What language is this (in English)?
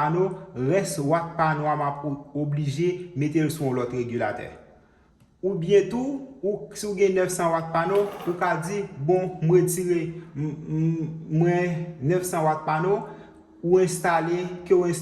Haitian Creole